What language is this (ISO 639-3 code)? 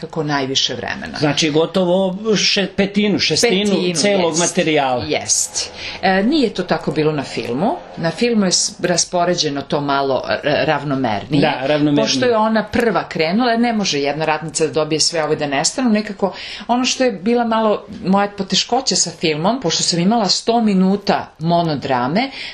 srp